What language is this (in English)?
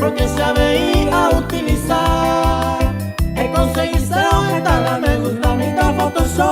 Guarani